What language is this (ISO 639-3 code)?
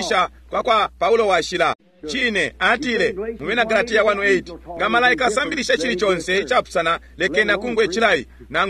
bem